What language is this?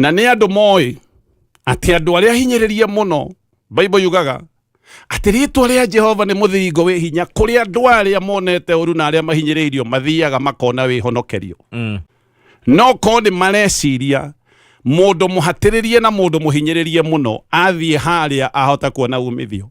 Kikuyu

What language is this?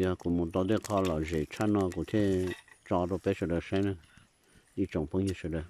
Hmong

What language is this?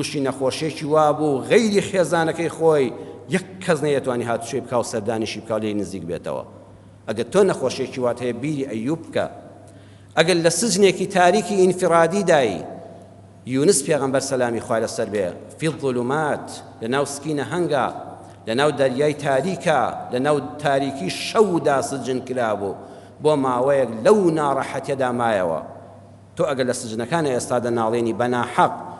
Central Kurdish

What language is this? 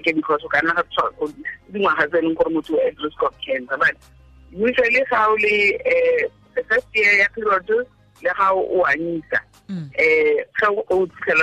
Tswana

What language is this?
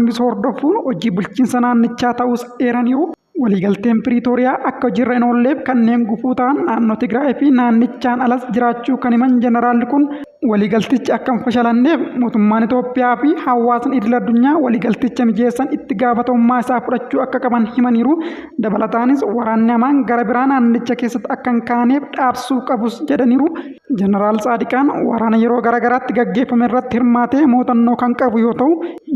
Oromo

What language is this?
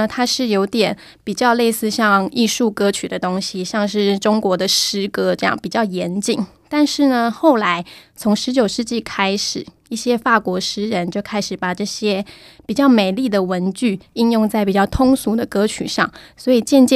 Chinese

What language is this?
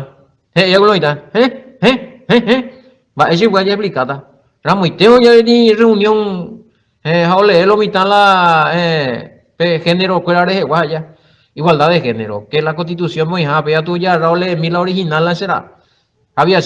Guarani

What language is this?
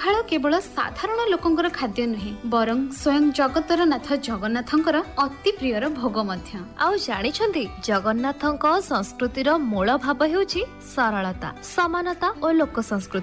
Odia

